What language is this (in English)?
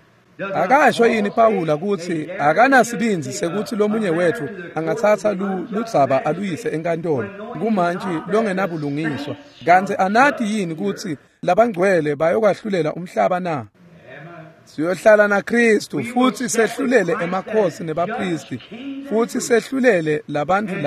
Swati